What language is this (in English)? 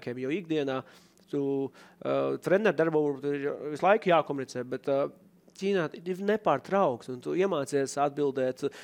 Latvian